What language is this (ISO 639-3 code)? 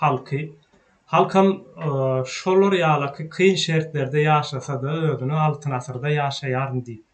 tuk